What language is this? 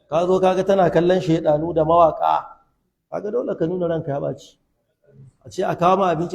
Hausa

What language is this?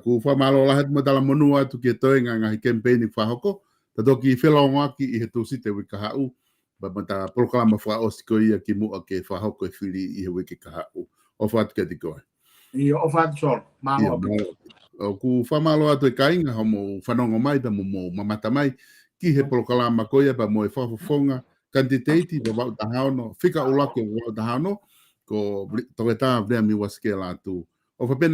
Tongan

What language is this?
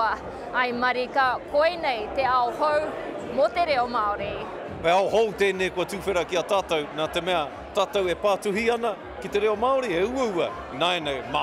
Māori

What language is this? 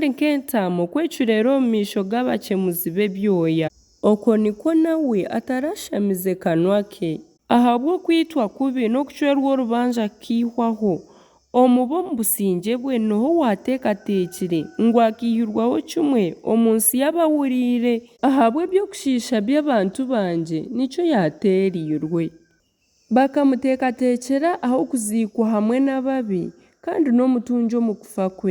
Nyankole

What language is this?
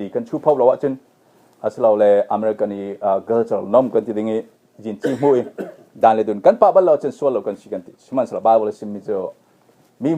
Falam Chin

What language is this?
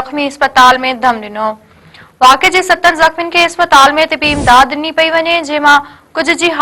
Sindhi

